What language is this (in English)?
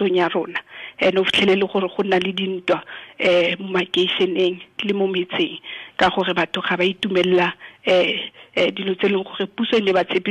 Tswana